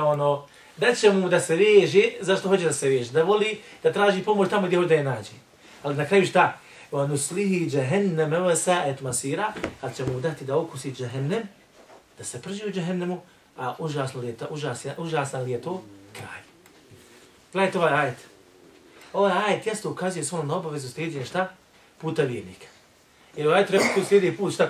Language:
Bosnian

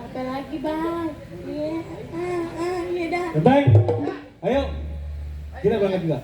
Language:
Betawi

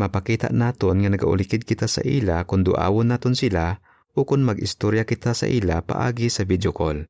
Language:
Hiligaynon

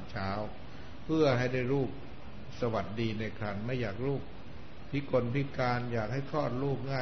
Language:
Thai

